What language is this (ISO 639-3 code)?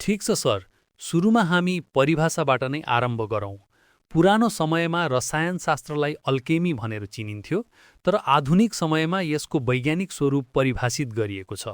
nep